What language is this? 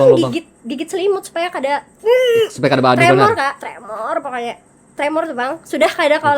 Banjar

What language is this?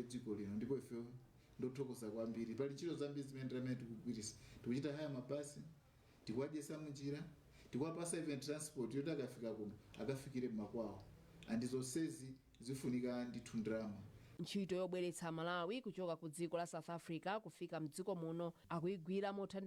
Nyanja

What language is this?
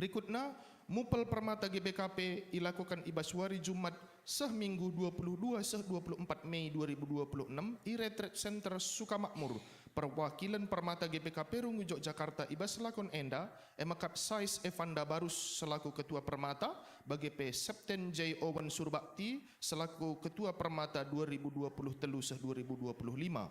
Batak Karo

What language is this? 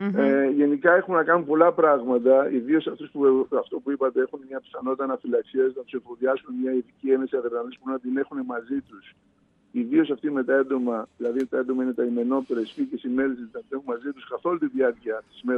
Greek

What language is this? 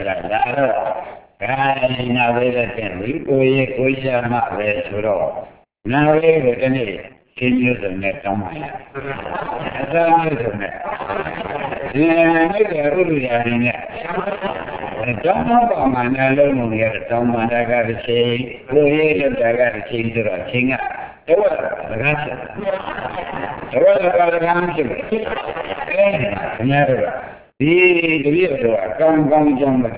Burmese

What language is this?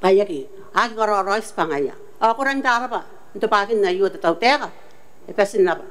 Gilbertese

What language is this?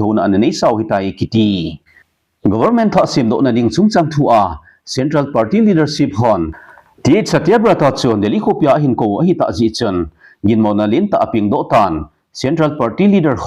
Thado Chin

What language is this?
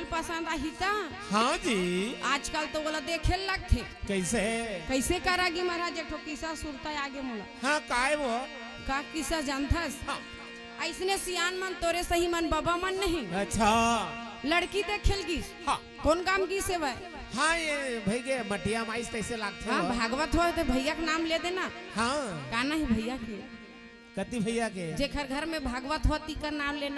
Chhattisgarhi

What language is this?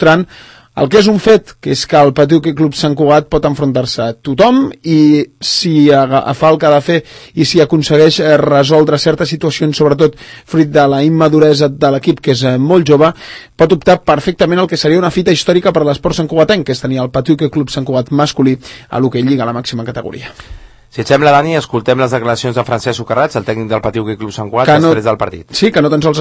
Catalan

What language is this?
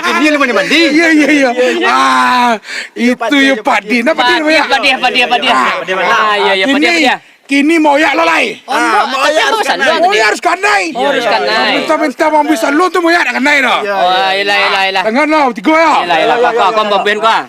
Minangkabau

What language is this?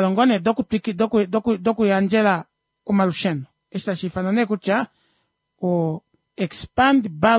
Kuanyama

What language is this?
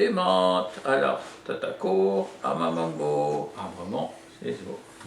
Breton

